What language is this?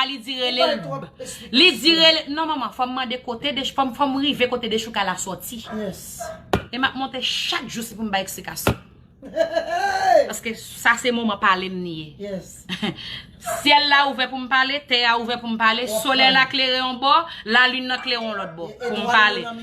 Haitian Creole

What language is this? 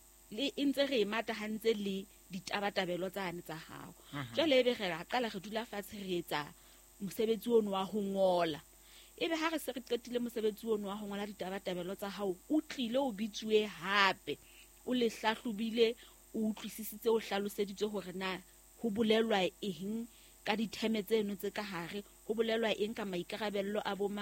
Southern Sotho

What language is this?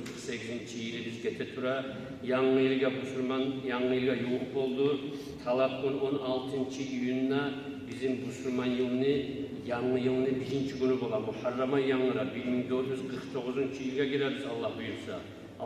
Kumyk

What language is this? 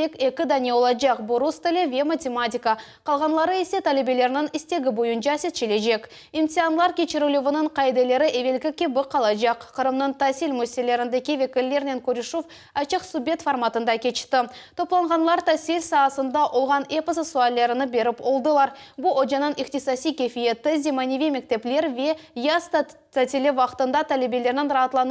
Crimean Tatar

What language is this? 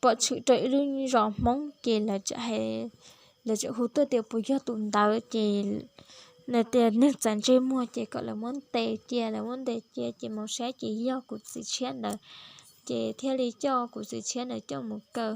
Hmong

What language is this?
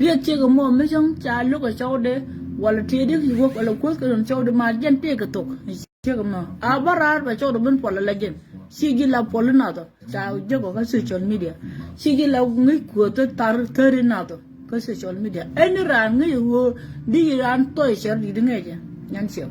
Nuer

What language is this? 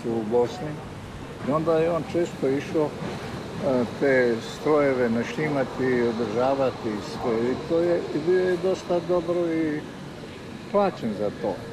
Croatian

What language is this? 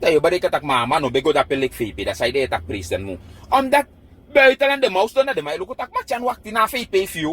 Sranan Tongo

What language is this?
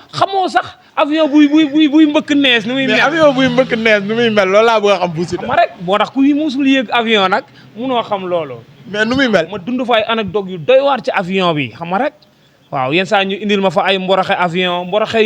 Wolof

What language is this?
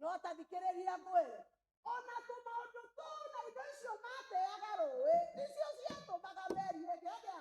Kikuyu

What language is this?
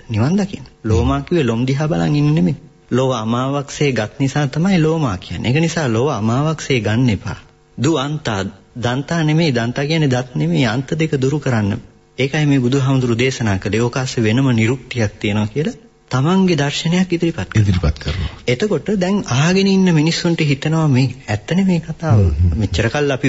Sinhala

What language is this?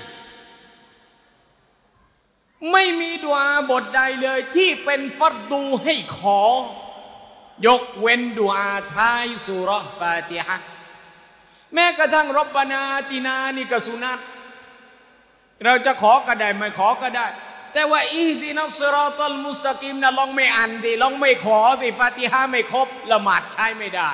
Thai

